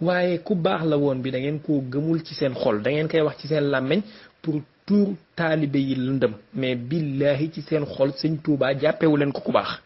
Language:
Wolof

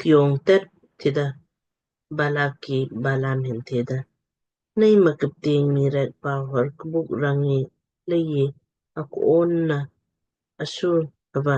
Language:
Lamkang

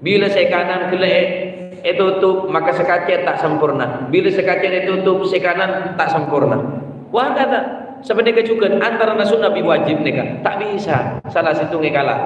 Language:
Madurese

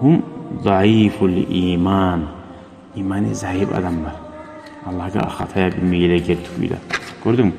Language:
Kumyk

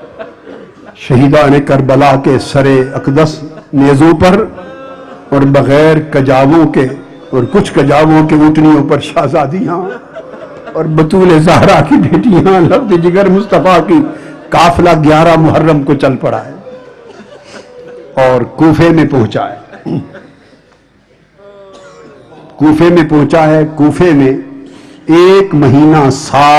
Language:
Urdu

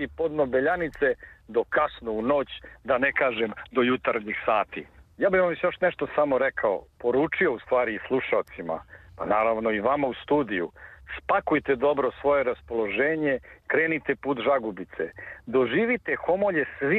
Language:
Serbian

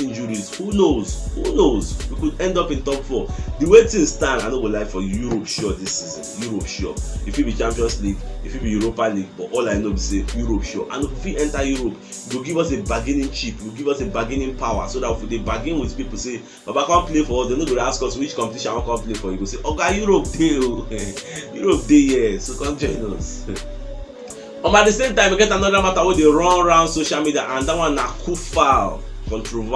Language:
Nigerian Pidgin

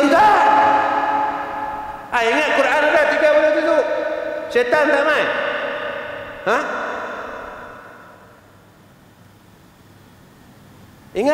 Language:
Malay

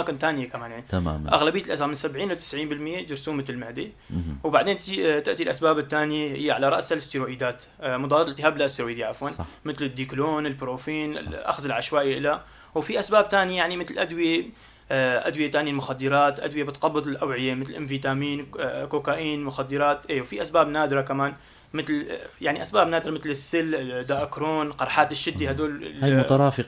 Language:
North Levantine Arabic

